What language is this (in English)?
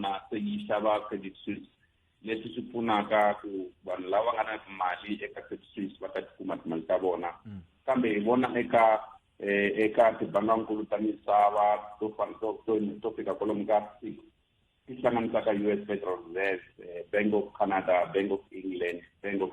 Tsonga